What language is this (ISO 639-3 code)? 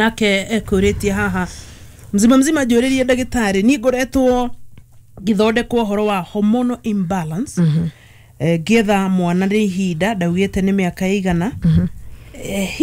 kik